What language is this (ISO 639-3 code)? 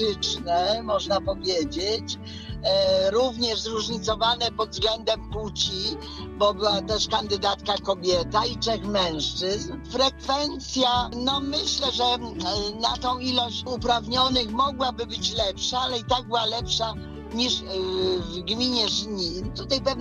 pol